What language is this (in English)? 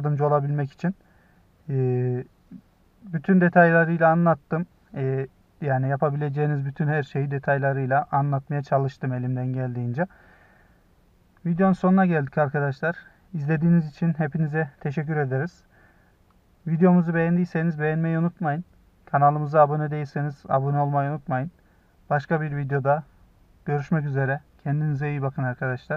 Turkish